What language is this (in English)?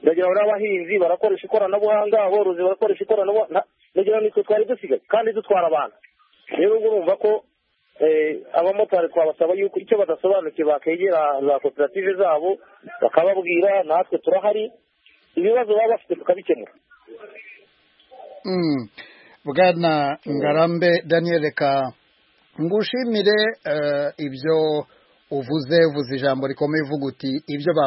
Kinyarwanda